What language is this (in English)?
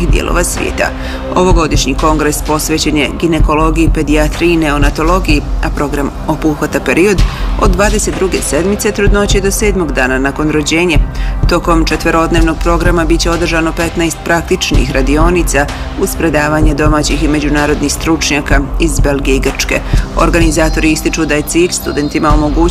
Bosnian